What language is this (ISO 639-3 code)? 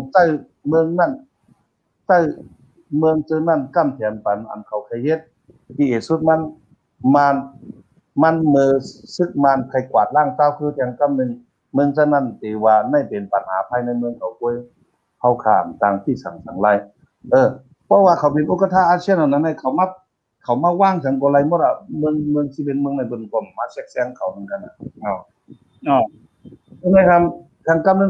shn